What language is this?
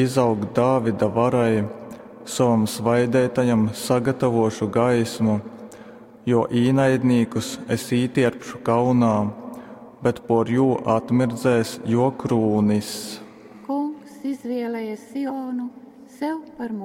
Latgalian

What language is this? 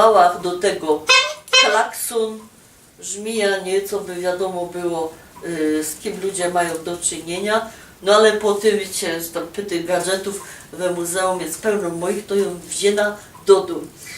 Silesian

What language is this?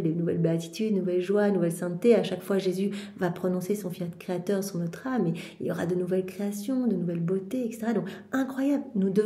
French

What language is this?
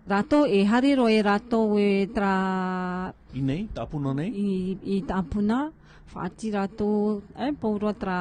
Tahitian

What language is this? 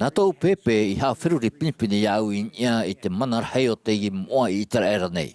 Tahitian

